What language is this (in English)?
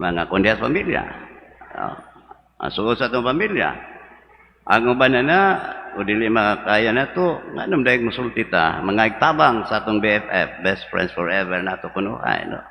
Cebuano